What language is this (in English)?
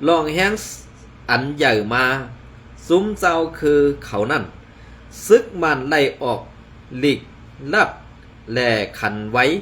Shan